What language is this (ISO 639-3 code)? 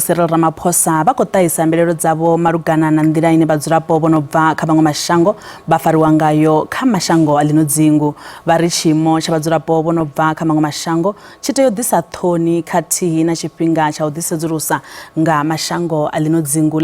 ven